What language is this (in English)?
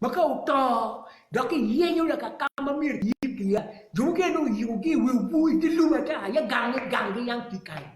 Acoli